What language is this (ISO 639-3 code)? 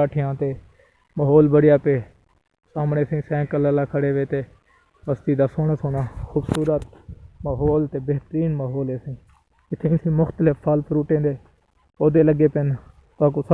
skr